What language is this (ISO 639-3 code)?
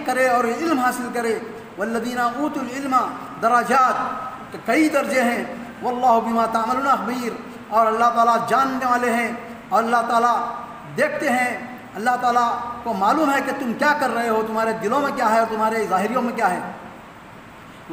urd